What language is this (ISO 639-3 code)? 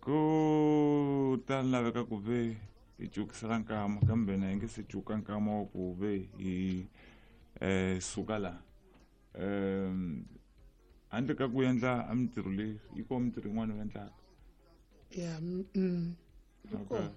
tso